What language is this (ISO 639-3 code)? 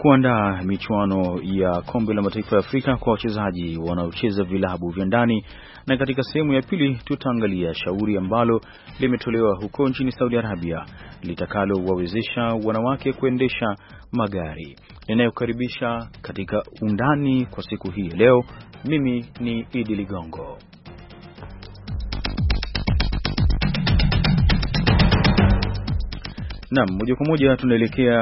swa